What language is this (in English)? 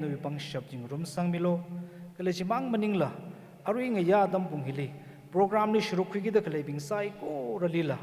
Tangkhul Naga (India)